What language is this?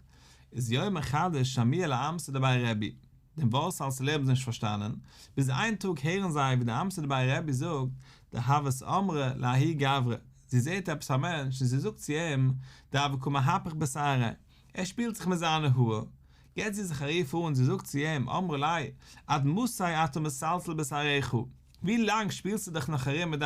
Yiddish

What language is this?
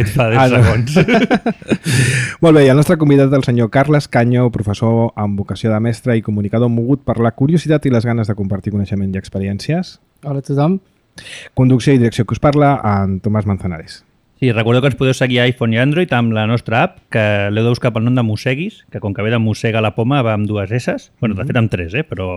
Catalan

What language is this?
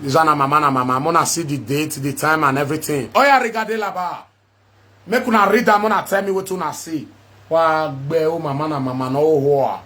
Nigerian Pidgin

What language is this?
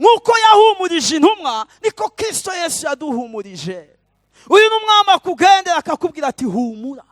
Rundi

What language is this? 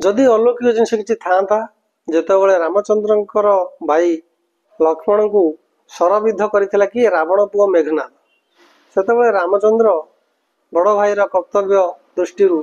Odia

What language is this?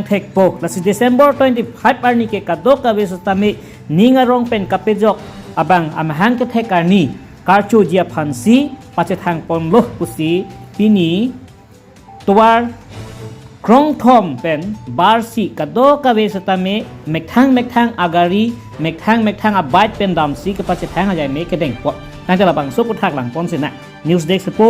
Karbi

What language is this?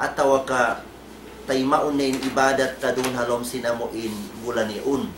Tausug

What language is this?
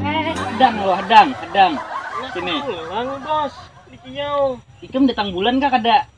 Banjar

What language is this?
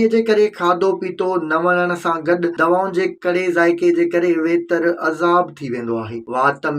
Sindhi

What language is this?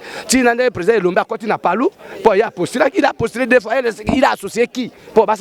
Lingala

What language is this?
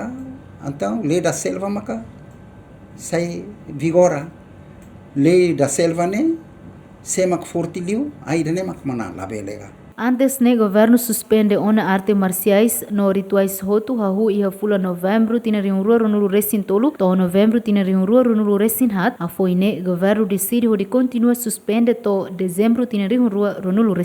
Tetum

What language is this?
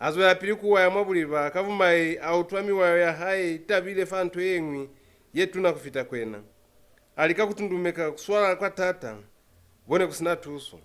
Lozi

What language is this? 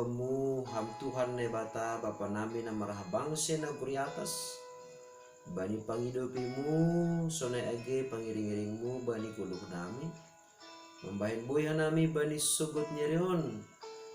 Batak Simalungun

